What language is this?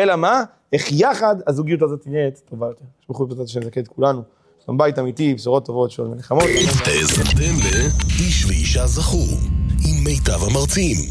Hebrew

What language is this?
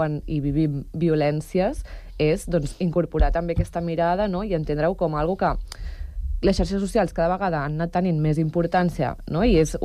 Catalan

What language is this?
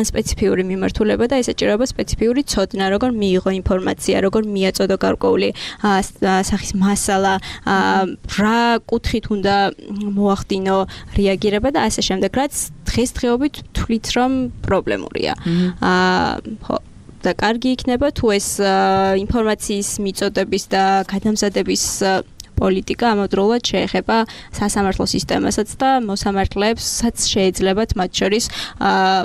Georgian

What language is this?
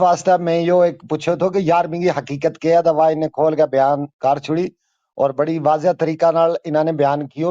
Gujari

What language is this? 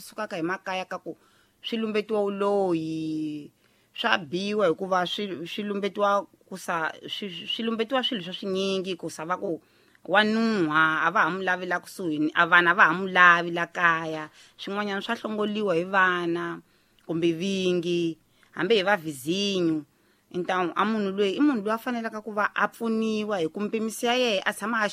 Tsonga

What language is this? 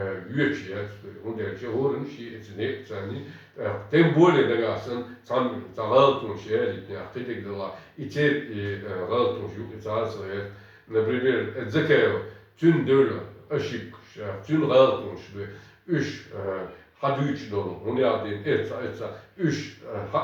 Chechen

